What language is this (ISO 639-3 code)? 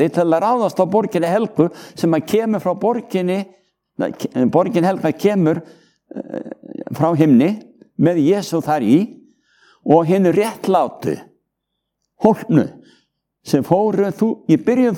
isl